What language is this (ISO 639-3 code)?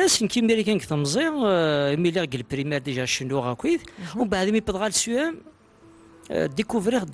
kab